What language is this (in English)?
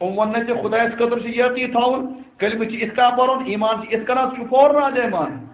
Kashmiri